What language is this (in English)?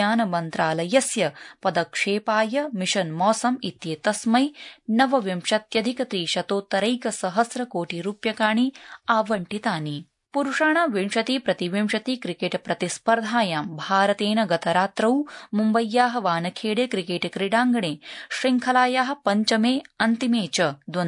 Sanskrit